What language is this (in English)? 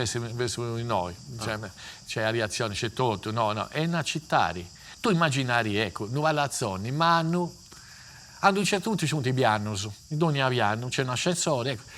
Sardinian